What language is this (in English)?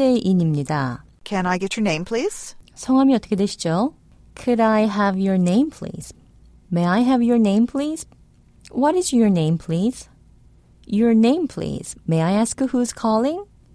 Korean